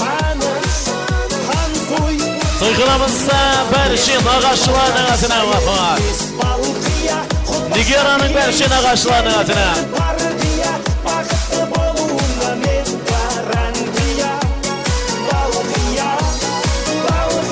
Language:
Kara-Kalpak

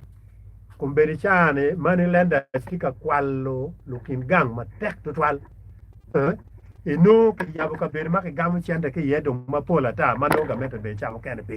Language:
Acoli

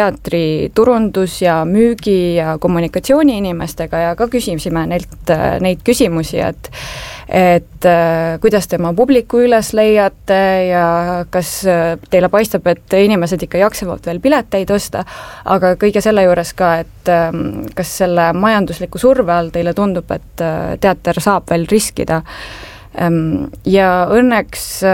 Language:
Estonian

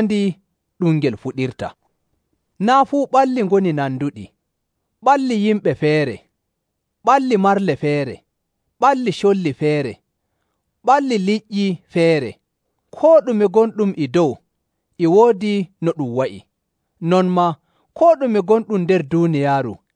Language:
Nigerian Fulfulde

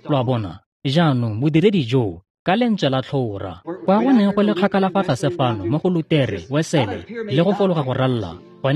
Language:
Tswana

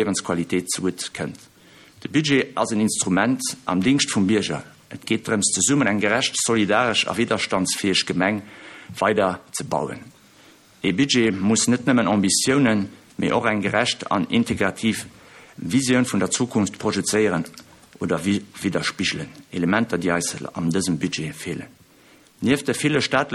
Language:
Luxembourgish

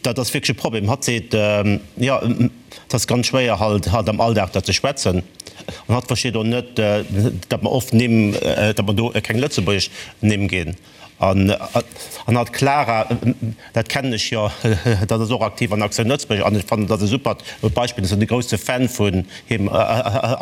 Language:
Luxembourgish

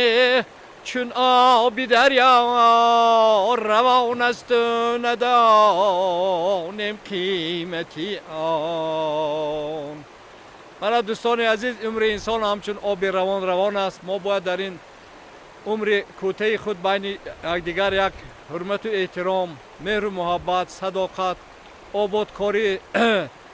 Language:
Tajik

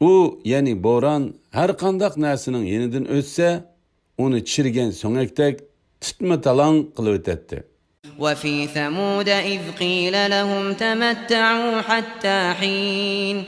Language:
Uyghur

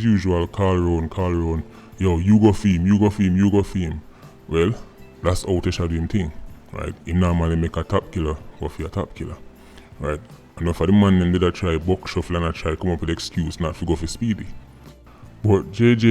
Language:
Jamaican Creole English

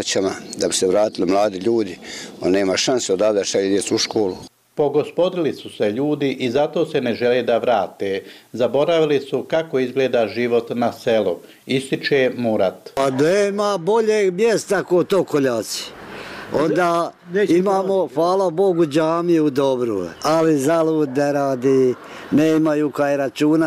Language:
Bosnian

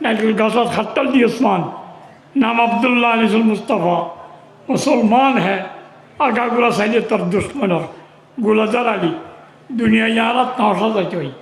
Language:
Rohingya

